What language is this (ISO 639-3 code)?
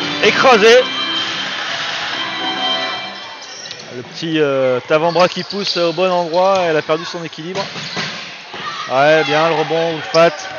fra